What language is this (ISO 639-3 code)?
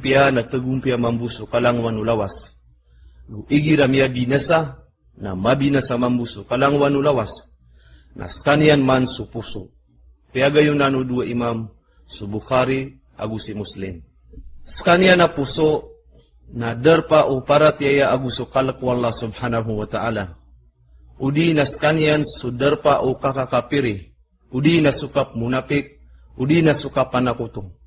mrw